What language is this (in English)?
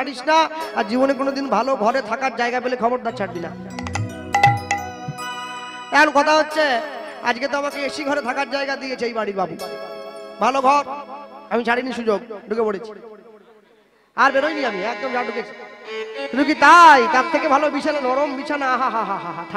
Bangla